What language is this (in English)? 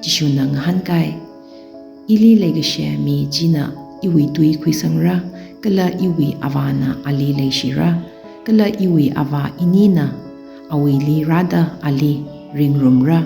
Tangkhul Naga (India)